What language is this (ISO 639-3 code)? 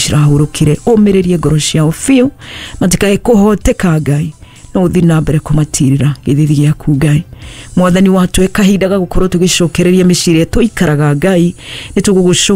kik